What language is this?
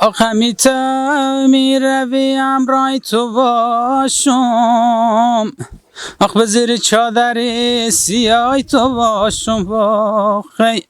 Persian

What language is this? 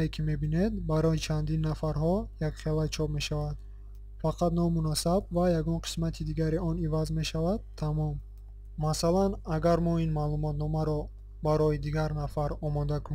Tajik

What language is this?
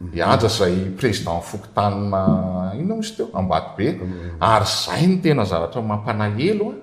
Malagasy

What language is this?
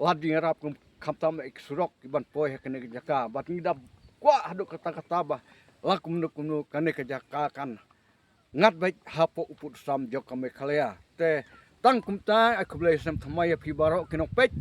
Khasi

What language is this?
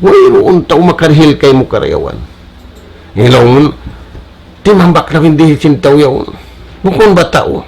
Tausug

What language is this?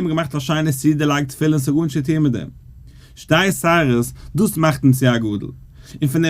Yiddish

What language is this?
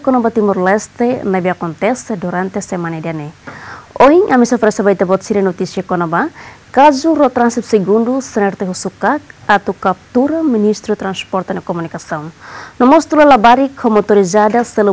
Tetum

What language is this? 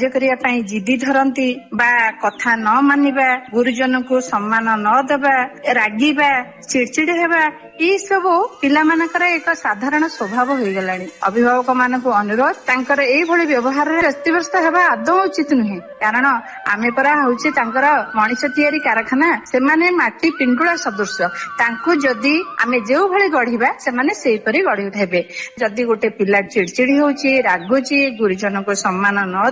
Odia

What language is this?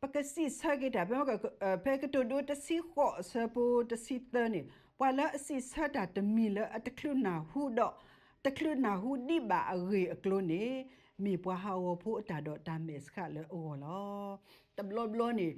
S'gaw Karen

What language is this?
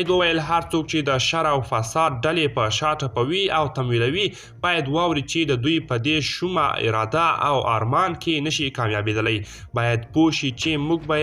Pashto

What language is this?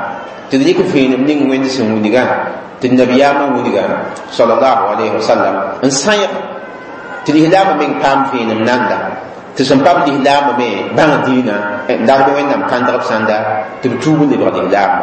Mossi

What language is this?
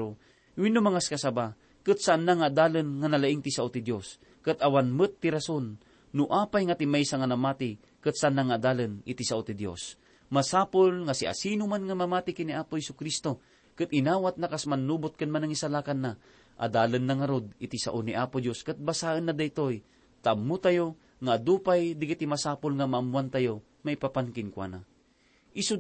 Iloko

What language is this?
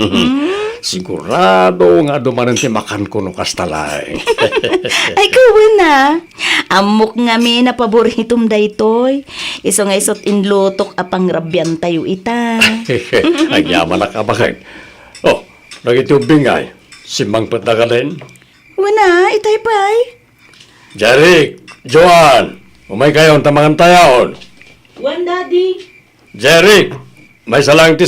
Iloko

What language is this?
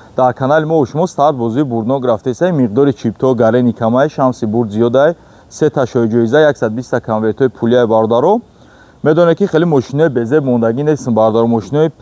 Tajik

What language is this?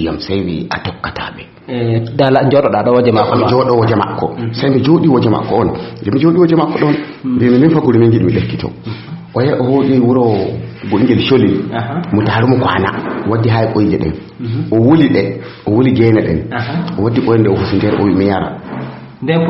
Fula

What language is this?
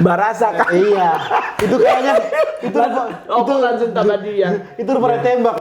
Manado Malay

